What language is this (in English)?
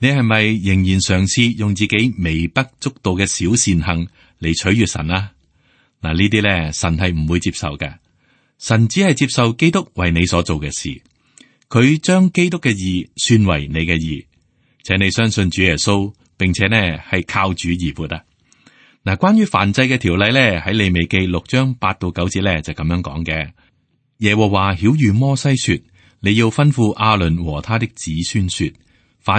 Cantonese